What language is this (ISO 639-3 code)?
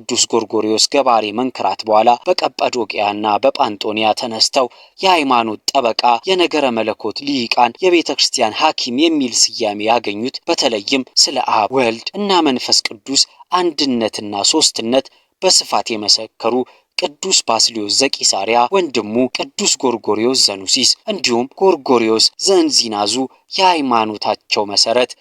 amh